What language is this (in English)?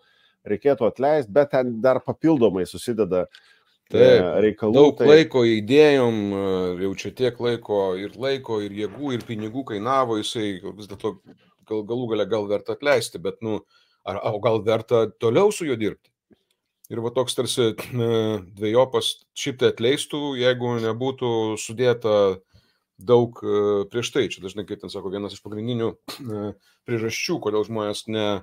Lithuanian